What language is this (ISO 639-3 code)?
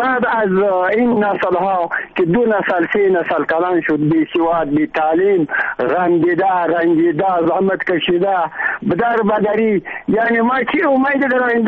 fas